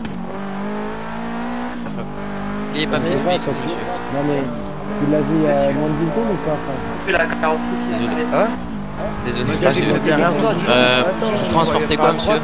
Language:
French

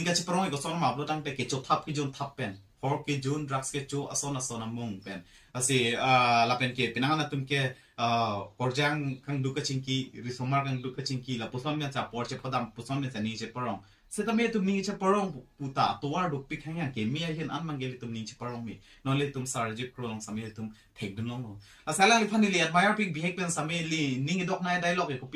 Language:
Karbi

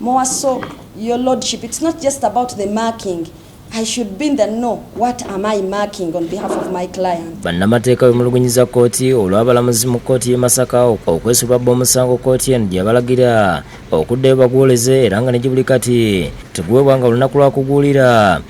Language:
Ganda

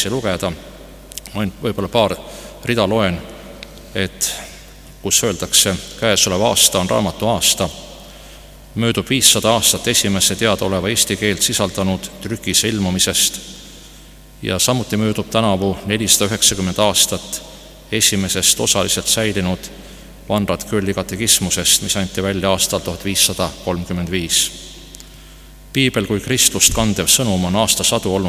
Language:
Estonian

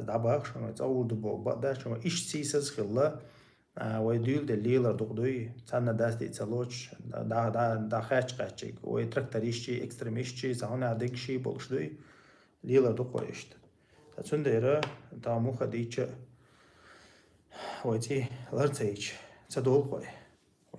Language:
Chechen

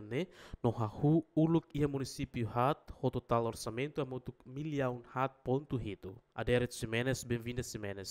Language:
Tetum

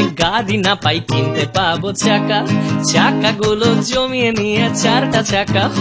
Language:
Bangla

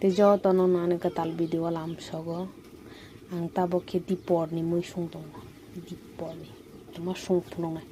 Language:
Kok Borok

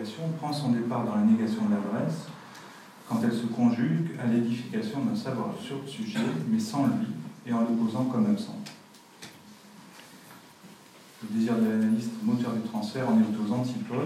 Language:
French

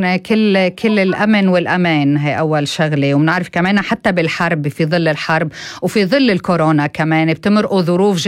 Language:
North Levantine Arabic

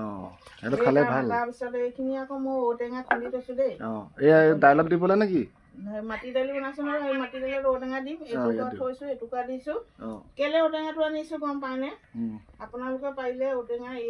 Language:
Assamese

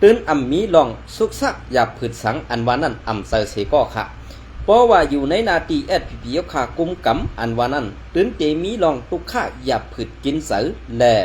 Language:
Shan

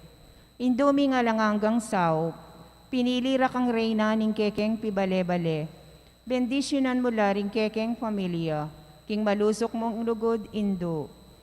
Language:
Pampanga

